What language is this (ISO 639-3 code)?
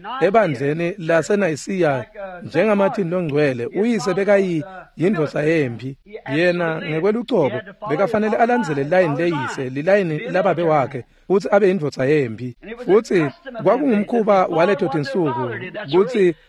ssw